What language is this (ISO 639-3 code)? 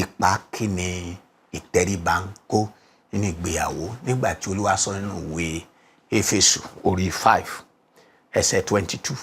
yor